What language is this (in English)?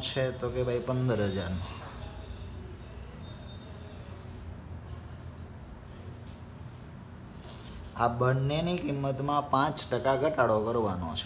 Gujarati